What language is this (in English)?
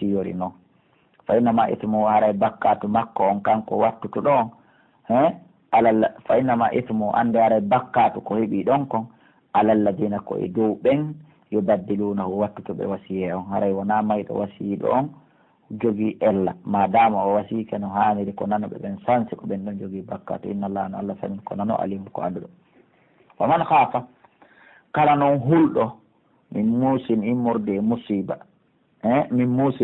Pular